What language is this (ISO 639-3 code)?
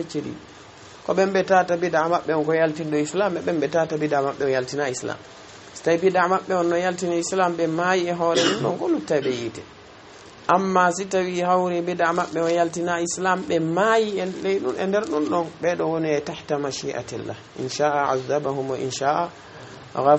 ful